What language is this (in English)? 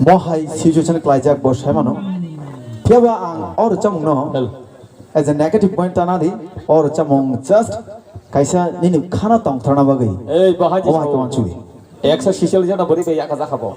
Kok Borok